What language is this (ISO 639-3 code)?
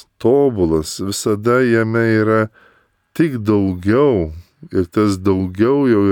lit